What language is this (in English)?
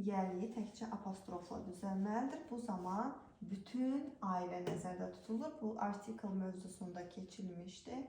Azerbaijani